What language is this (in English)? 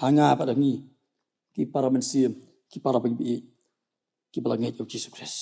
Khasi